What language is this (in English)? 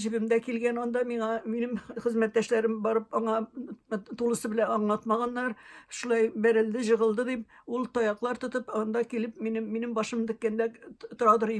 Tatar